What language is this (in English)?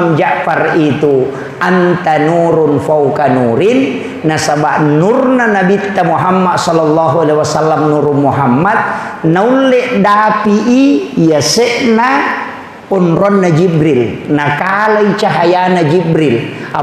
Buginese